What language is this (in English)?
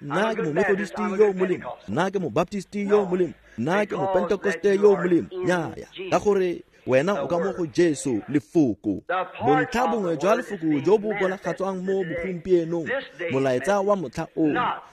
Tswana